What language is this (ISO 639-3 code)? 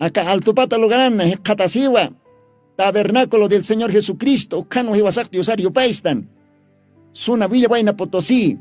aym